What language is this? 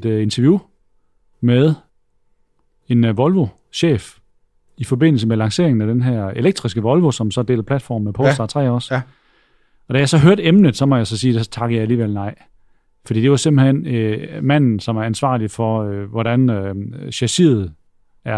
Danish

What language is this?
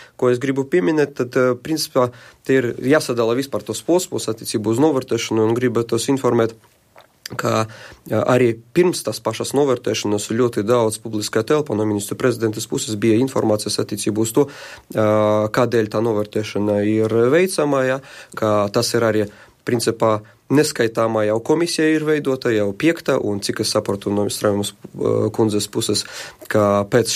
Latvian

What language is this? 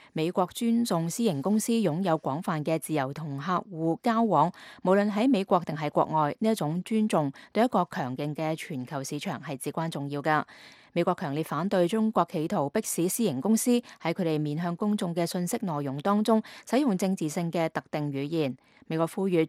Cantonese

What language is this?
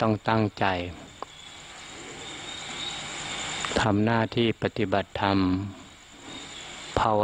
Thai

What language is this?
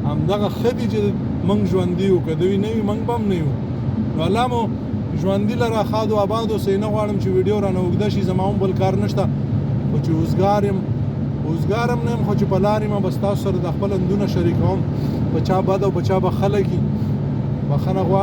Pashto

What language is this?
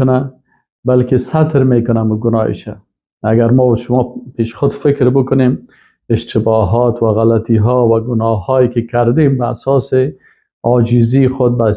Persian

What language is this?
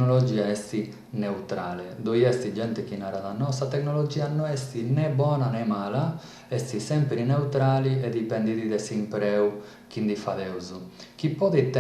Sardinian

